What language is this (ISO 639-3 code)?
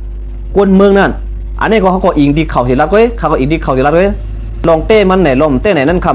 shn